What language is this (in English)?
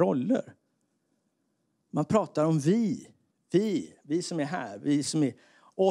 Swedish